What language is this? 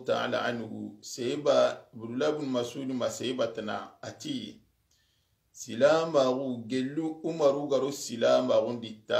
Soninke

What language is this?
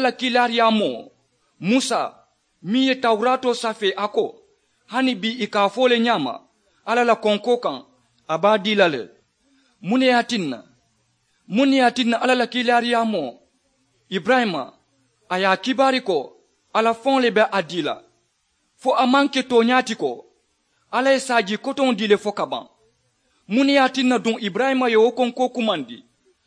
Mandingo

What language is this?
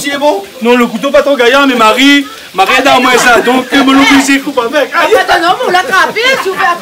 Réunion Creole French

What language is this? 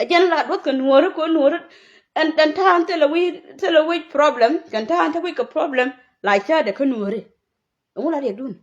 Nuer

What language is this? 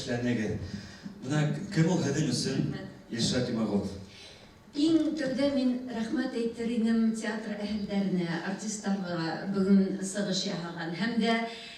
Bashkir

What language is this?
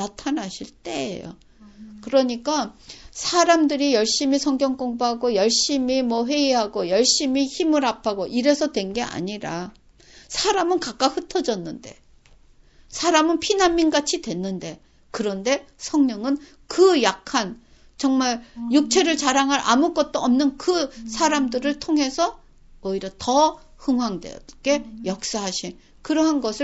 Korean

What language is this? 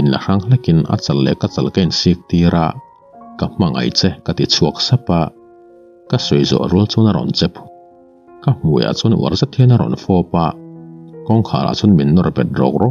Mizo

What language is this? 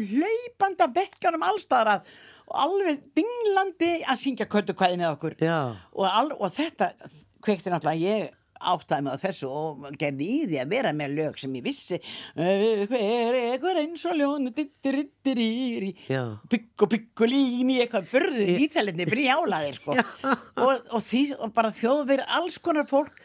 Icelandic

